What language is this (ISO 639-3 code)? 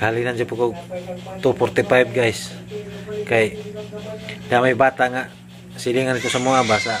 ceb